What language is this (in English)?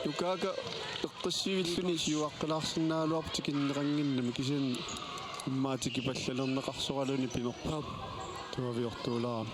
Kalaallisut